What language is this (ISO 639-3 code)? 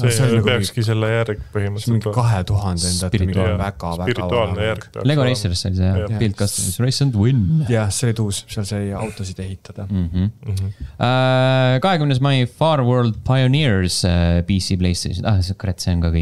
est